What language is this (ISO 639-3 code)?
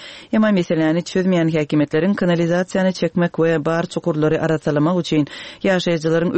tuk